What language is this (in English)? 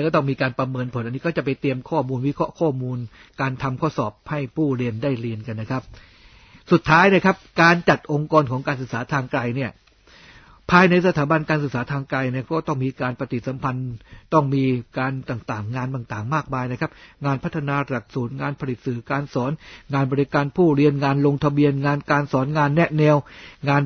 Thai